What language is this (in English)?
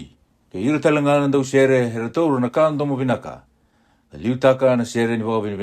Fijian